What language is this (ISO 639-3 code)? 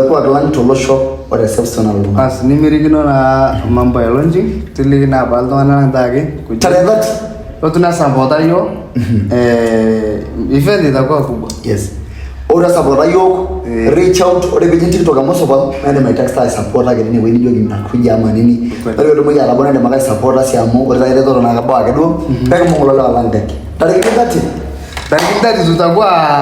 mas